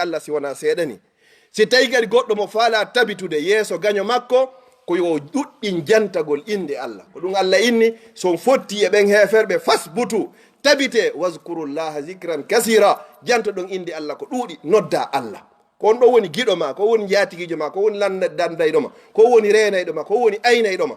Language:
Fula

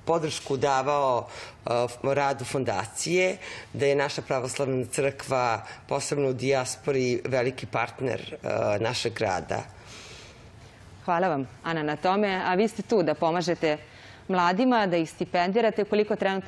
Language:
Serbian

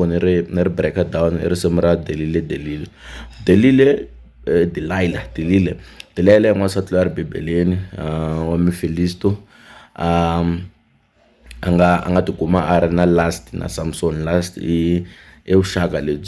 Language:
Tsonga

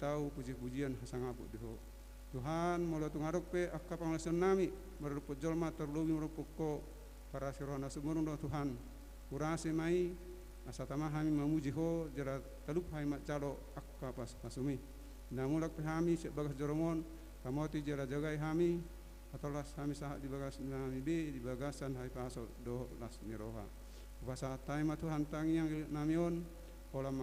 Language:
Batak Toba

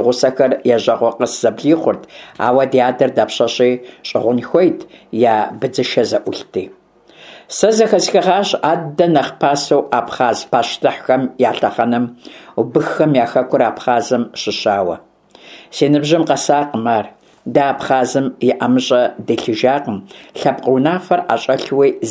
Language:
Kabardian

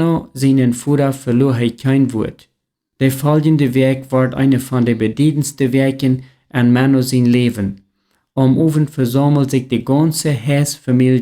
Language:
Plautdietsch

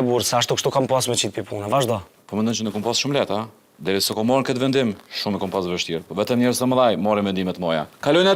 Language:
Albanian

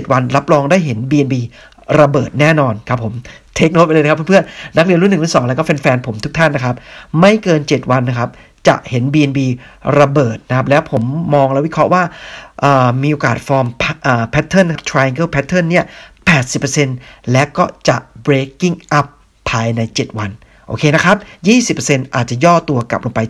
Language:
Thai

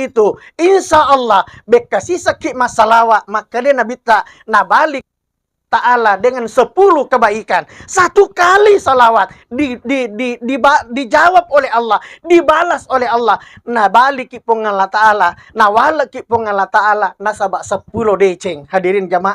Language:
Buginese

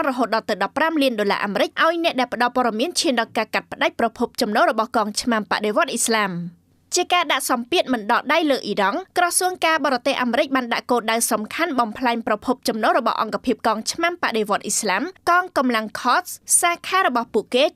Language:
Khmer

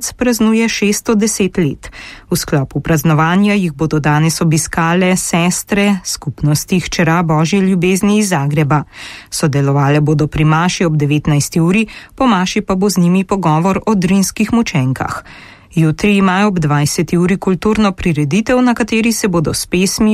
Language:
Slovenian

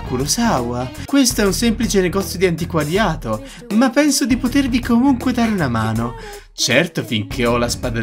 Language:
Italian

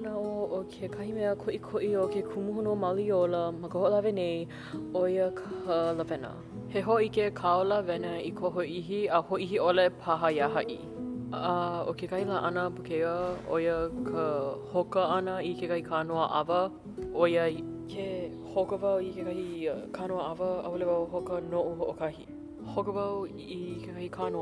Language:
Hawaiian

